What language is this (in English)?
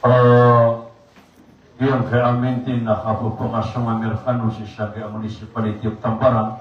Maranao